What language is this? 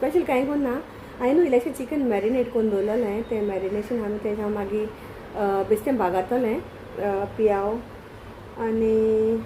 Konkani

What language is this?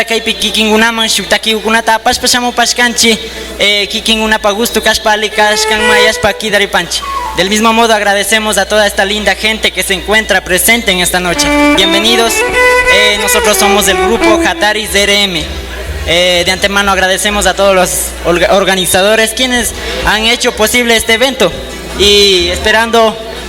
Imbabura Highland Quichua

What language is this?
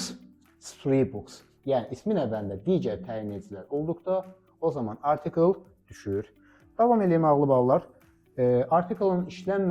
Azerbaijani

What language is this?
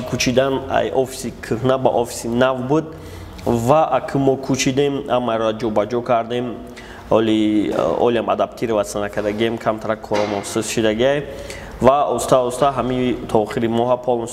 Tajik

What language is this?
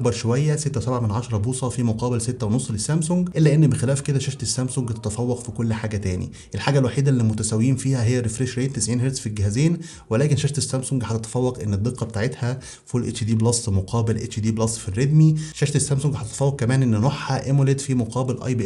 Egyptian Arabic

